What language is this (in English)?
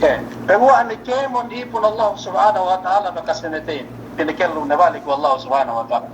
Yakan